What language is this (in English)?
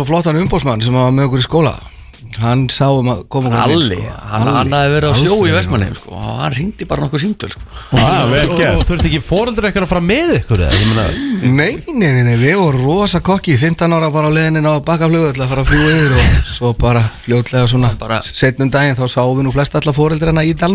Icelandic